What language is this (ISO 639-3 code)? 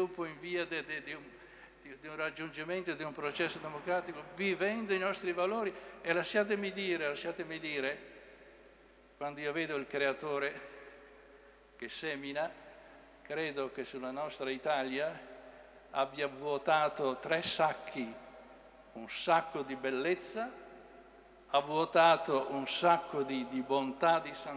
ita